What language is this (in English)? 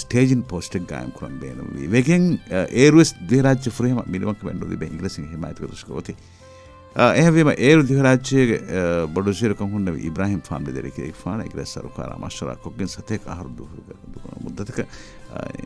Divehi